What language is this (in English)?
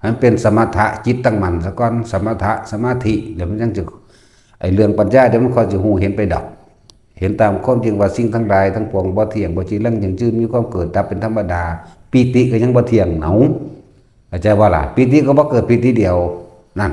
Lao